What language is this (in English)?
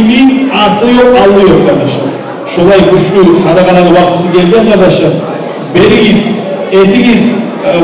Kumyk